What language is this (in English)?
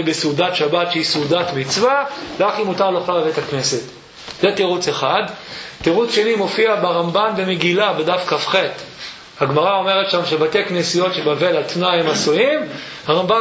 Hebrew